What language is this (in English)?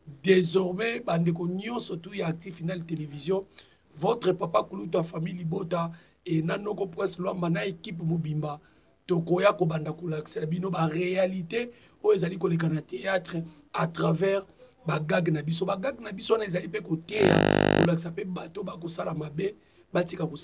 Lingala